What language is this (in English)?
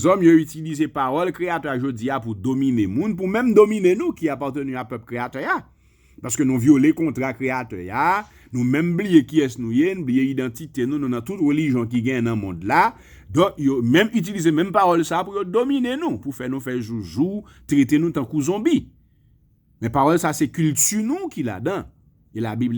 Haitian Creole